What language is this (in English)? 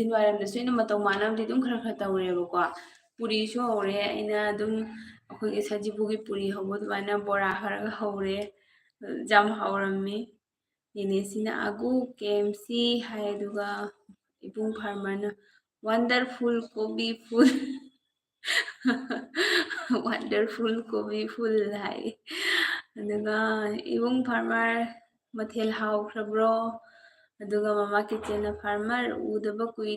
Manipuri